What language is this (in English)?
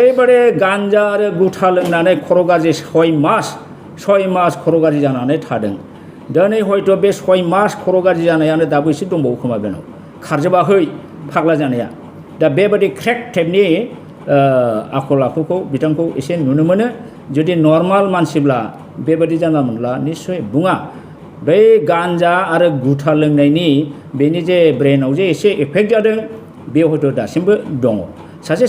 Bodo